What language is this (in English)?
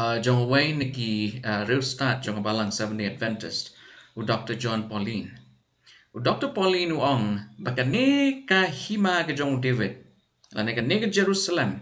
Khasi